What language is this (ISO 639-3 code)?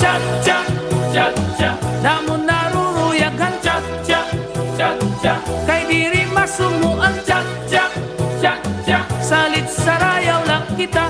war